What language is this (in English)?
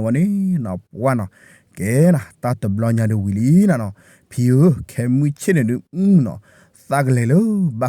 S'gaw Karen